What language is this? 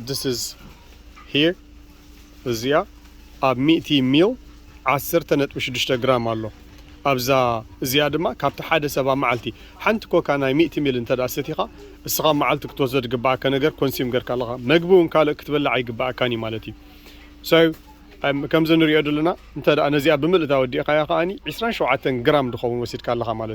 Tigrinya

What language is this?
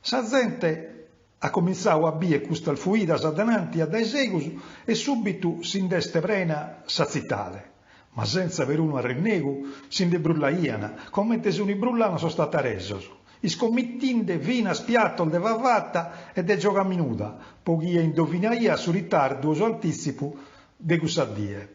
Sardinian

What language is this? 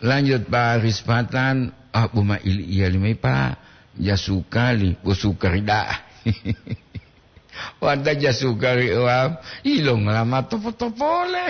Gorontalo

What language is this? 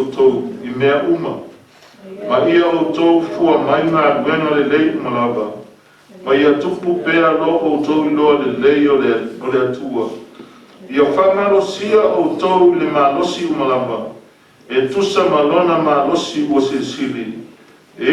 Samoan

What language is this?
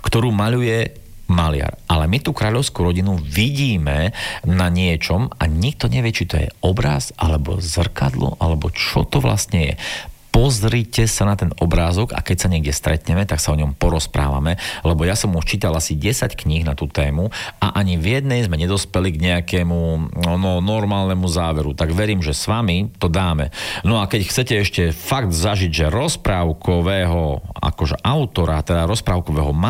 Slovak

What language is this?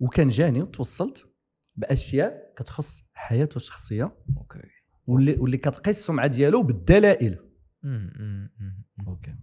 Moroccan Arabic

